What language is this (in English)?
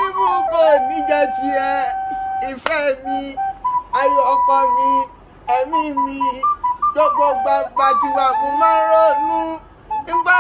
Yoruba